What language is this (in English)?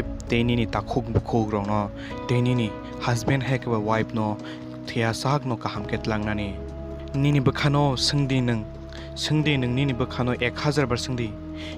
Kok Borok